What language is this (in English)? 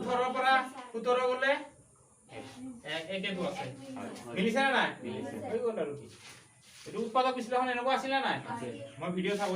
Assamese